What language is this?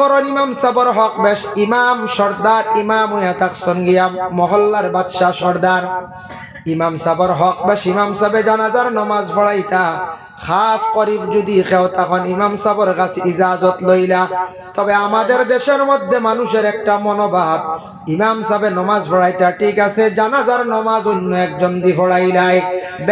Sylheti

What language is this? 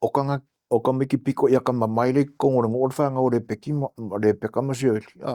Samoan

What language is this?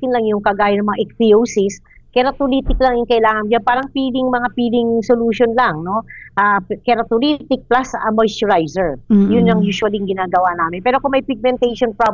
Filipino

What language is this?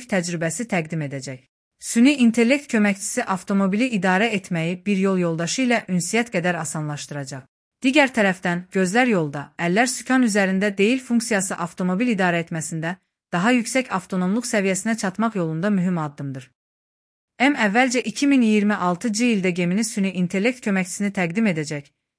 Azerbaijani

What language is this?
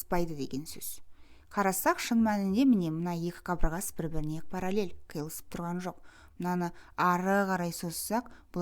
Kazakh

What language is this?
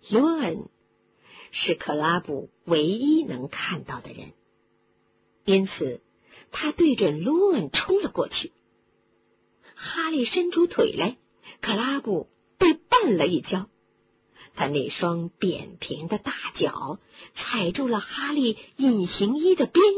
Chinese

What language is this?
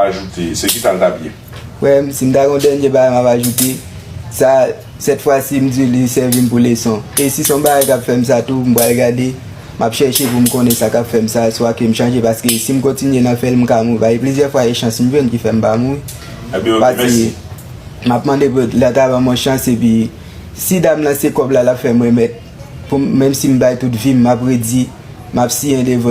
Haitian Creole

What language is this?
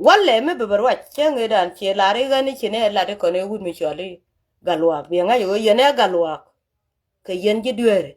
Nuer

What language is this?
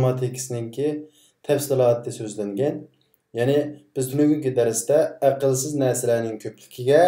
Uyghur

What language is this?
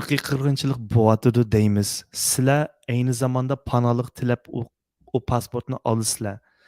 Uyghur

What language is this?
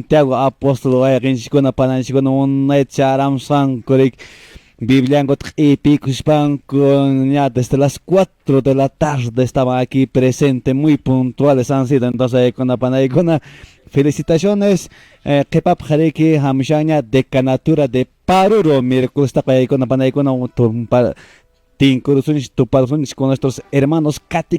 Quechua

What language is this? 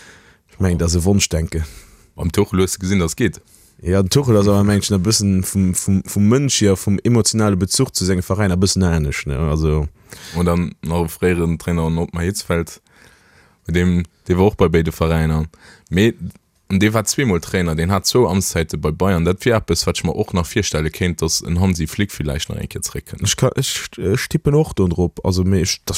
Luxembourgish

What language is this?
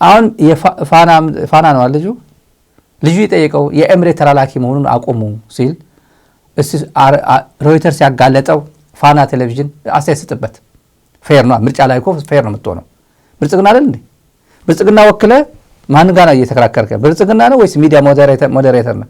Amharic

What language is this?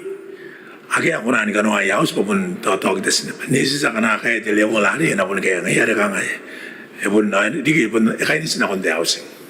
Gilbertese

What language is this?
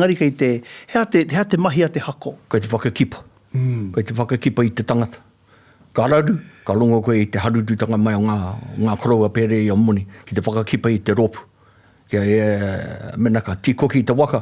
Māori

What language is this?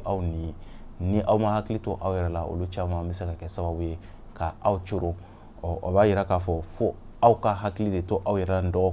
Bambara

